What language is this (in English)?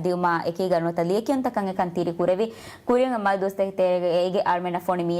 Divehi